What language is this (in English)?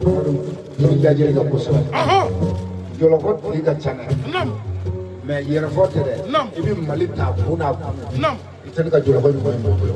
Bambara